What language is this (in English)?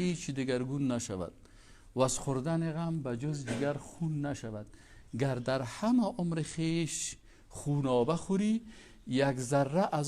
Persian